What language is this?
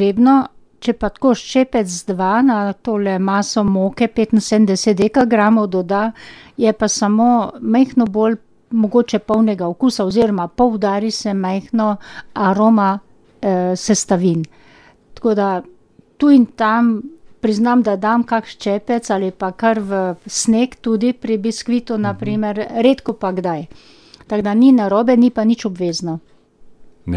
Slovenian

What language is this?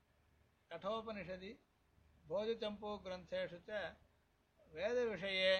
Sanskrit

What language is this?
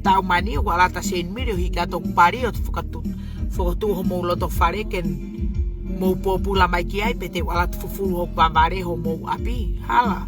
Tongan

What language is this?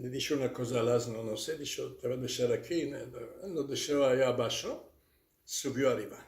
Ladino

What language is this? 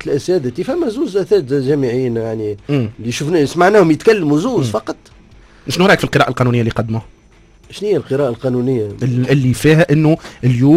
Tunisian Arabic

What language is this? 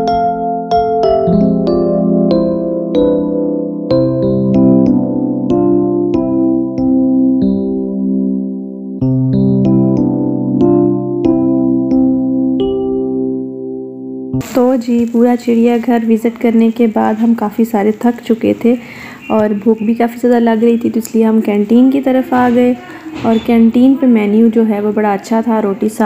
Hindi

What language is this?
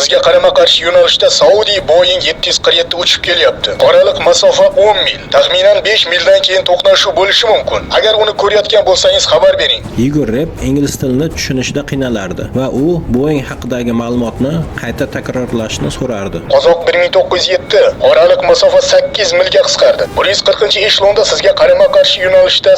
Uzbek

